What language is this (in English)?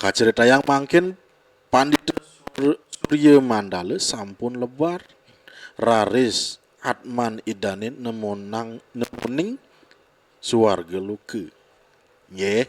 Balinese